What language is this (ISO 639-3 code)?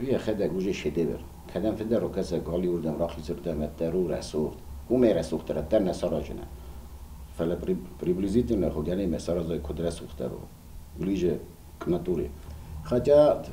oss